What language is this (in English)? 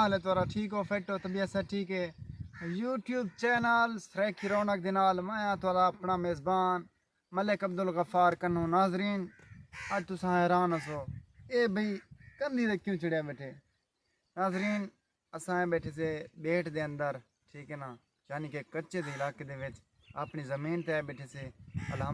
Saraiki